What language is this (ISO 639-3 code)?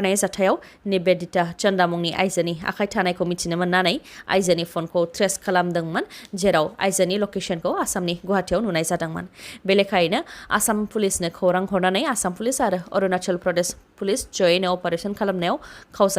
brx